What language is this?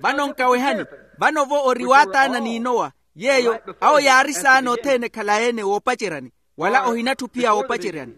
Makhuwa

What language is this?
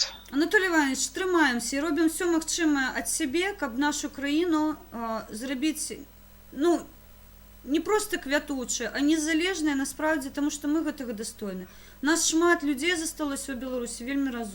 Belarusian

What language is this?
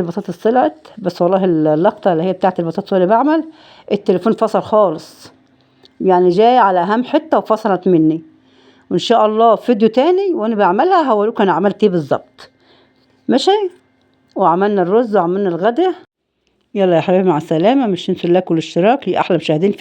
Egyptian Arabic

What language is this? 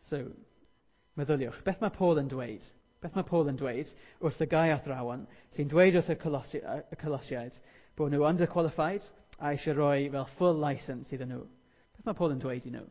Welsh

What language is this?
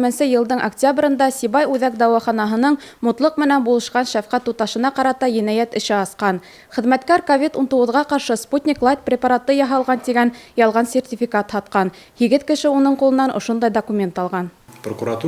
Bashkir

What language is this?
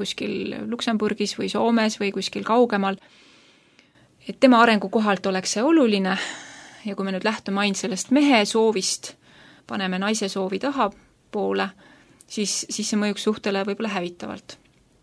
Estonian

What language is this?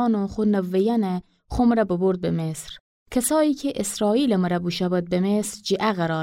Gilaki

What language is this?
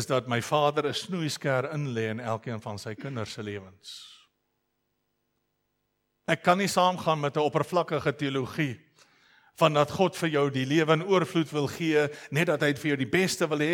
Afrikaans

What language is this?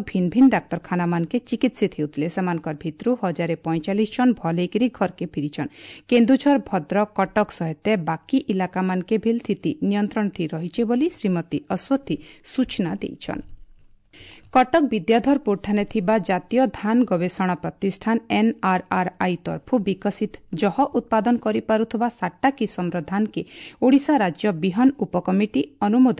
Odia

